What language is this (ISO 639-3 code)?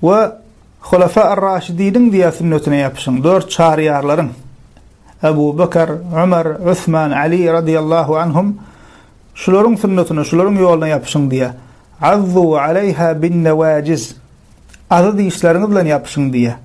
tuk